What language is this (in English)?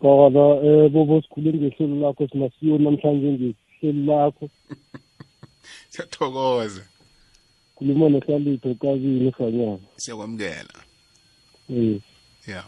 South Ndebele